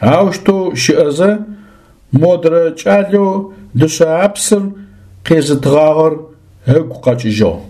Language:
Adyghe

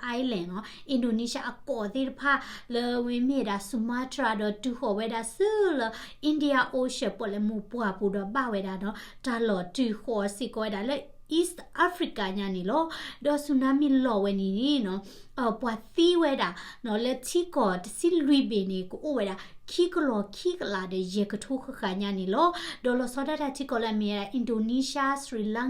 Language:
S'gaw Karen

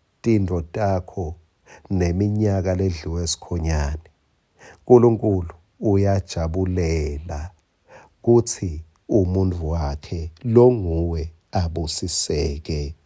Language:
Swati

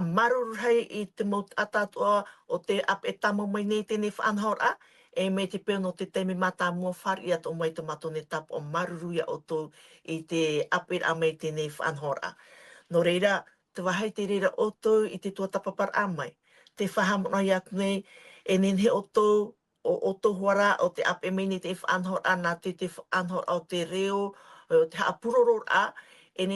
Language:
Tahitian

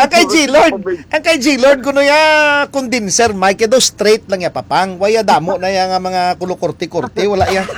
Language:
Hiligaynon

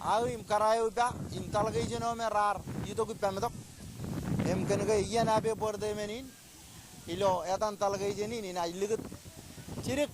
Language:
Marshallese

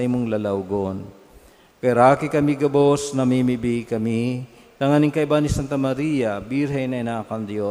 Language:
Bikol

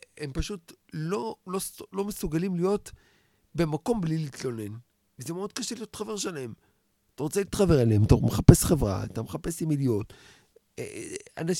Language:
Hebrew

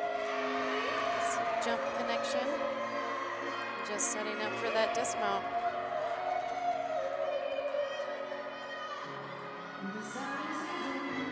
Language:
English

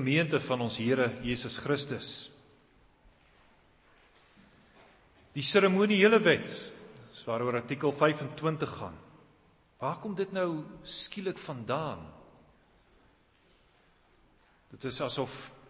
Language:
Afrikaans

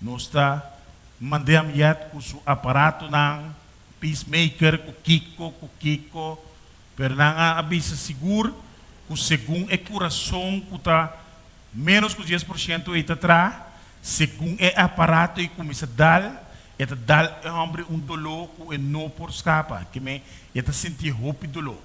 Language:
Papiamento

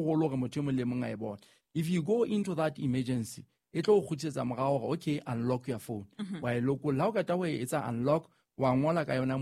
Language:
Southern Sotho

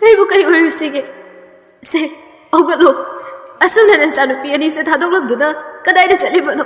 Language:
Manipuri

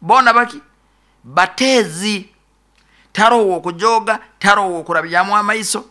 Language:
Nyoro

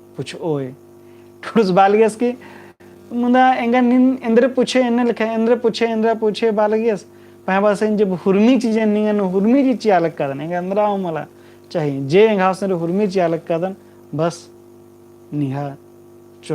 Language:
Kurukh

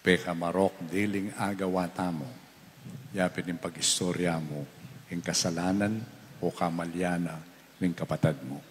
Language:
Pampanga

